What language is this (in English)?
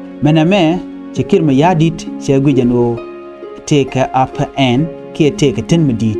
Nuer